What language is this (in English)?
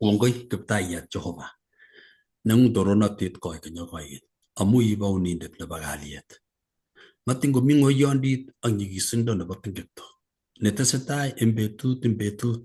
Kalenjin